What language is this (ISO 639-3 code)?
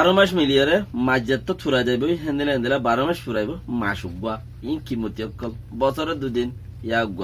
rhg